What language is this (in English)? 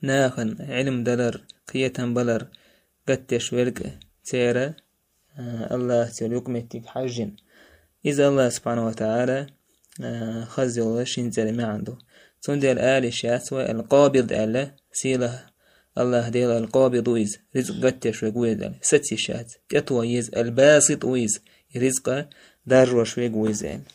Chechen